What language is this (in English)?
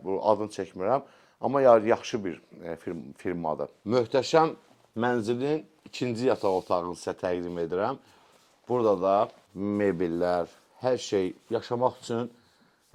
Azerbaijani